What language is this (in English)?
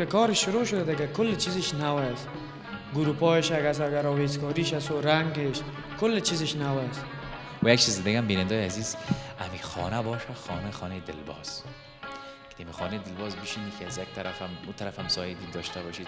Persian